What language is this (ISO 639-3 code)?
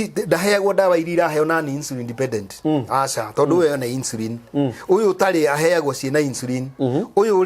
kik